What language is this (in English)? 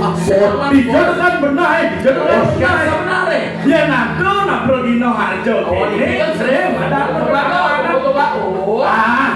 Balinese